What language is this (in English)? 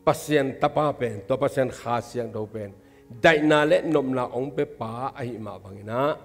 Tedim Chin